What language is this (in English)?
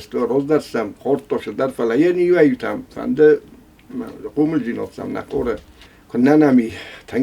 Ossetic